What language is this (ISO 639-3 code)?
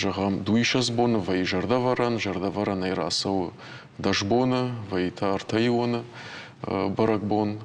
oss